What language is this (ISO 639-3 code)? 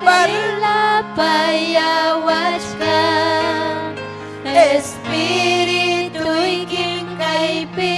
quy